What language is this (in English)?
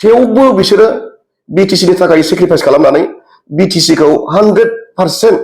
Bodo